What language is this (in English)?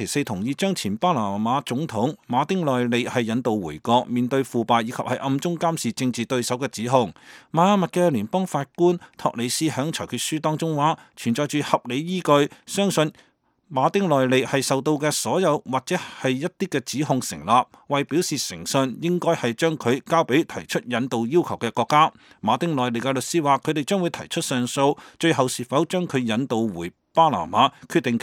Cantonese